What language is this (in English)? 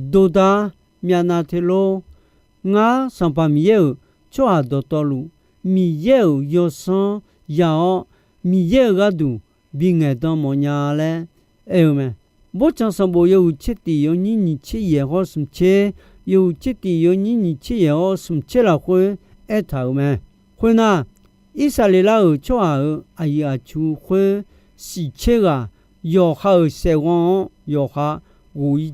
Akha